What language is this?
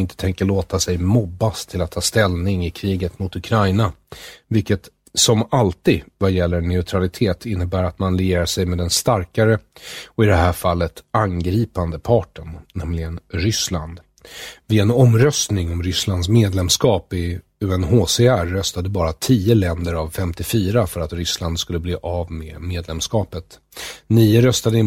Swedish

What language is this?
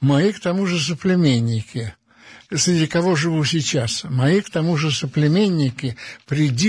Russian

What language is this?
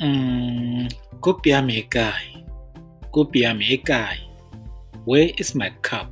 Tswana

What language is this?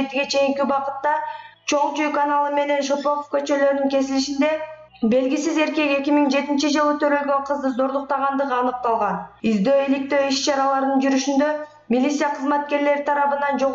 Kyrgyz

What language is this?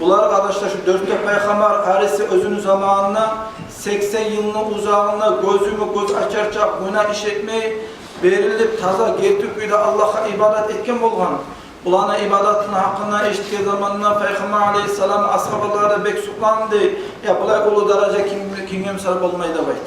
Kumyk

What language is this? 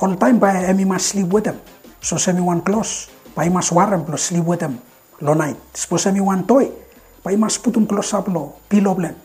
Bislama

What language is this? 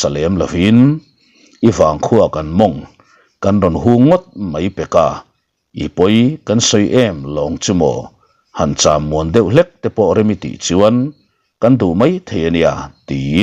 Mizo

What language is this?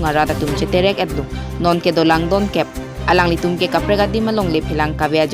Karbi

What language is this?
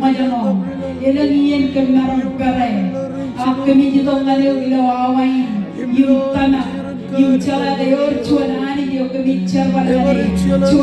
Marshallese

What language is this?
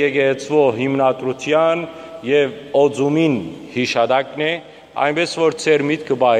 Western Armenian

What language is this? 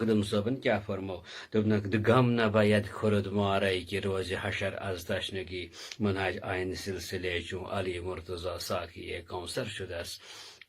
Kashmiri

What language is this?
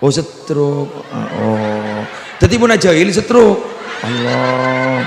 Madurese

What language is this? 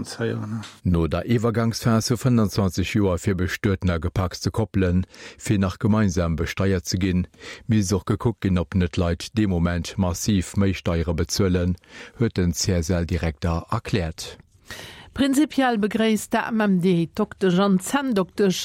Luxembourgish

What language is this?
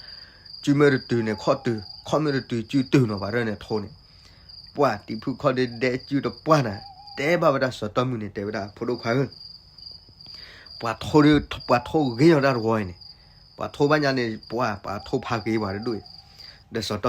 S'gaw Karen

